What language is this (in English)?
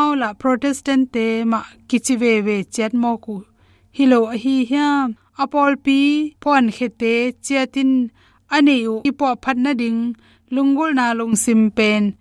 Tedim Chin